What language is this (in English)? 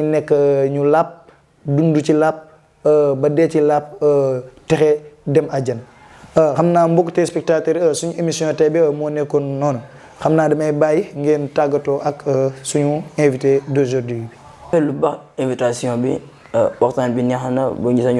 Wolof